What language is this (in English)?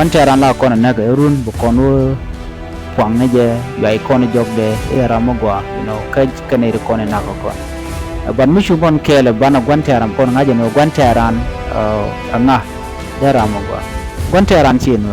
Nuer